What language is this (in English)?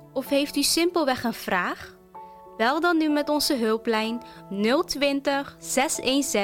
Dutch